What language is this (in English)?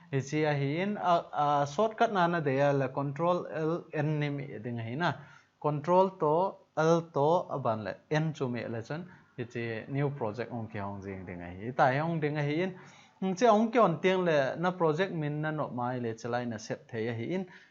Thado Chin